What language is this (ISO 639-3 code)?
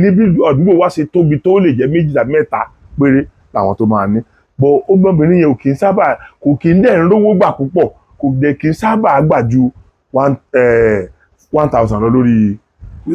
yor